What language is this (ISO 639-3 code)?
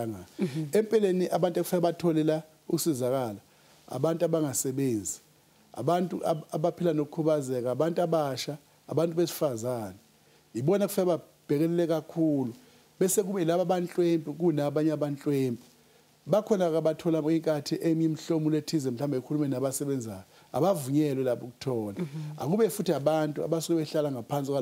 zul